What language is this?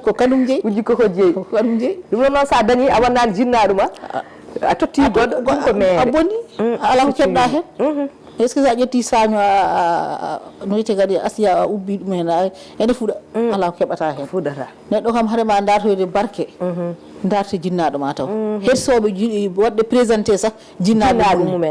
Fula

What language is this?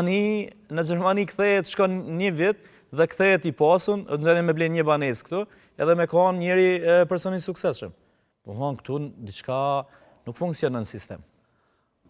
Albanian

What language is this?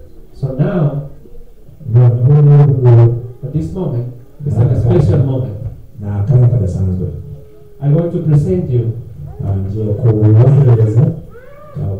Kinyarwanda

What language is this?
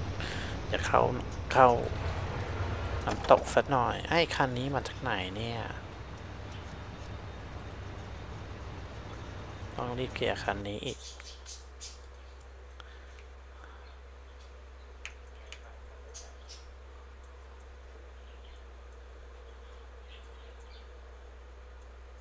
Thai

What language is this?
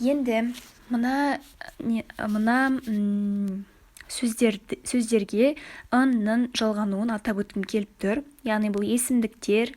Kazakh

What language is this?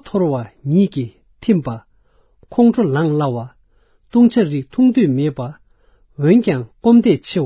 Tibetan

